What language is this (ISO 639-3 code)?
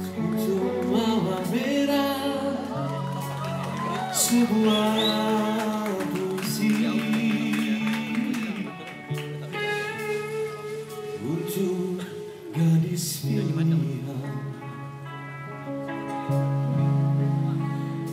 msa